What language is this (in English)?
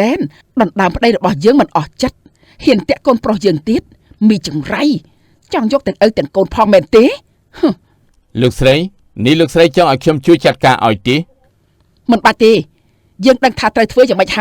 Khmer